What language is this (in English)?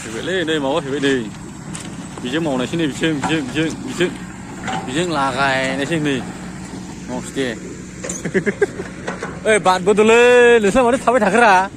Bodo